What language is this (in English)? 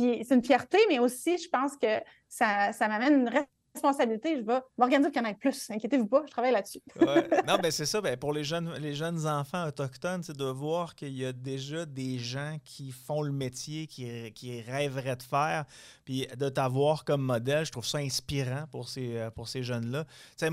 French